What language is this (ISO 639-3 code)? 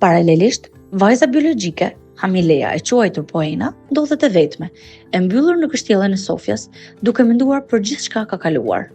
sqi